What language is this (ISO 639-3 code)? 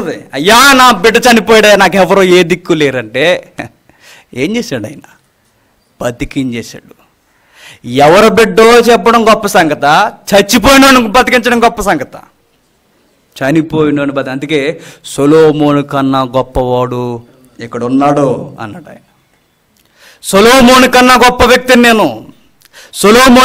tel